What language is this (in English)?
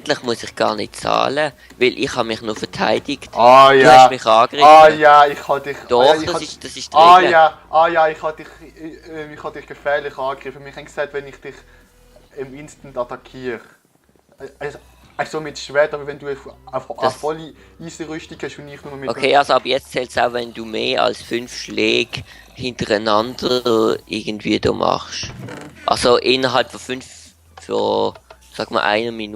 Swiss German